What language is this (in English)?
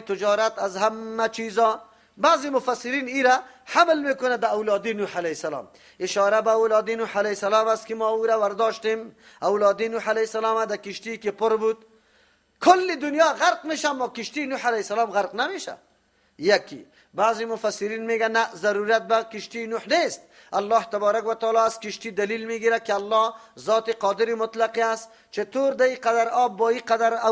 Persian